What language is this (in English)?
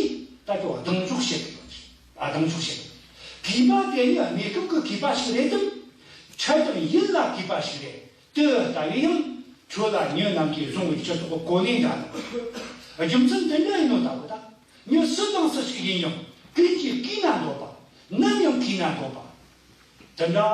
Tibetan